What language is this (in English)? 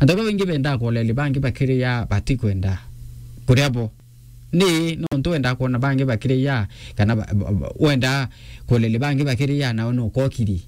Meru